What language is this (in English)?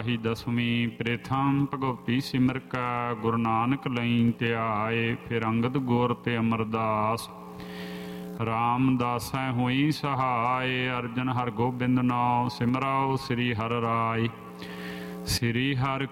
Punjabi